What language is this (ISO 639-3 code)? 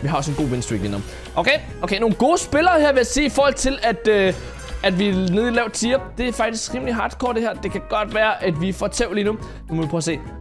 dan